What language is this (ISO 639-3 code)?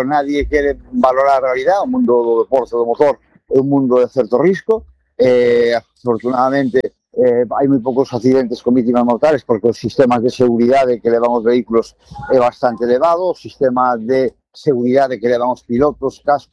glg